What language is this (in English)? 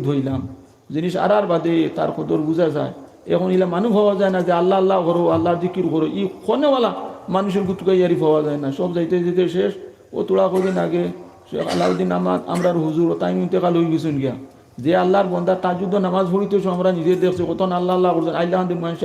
Sylheti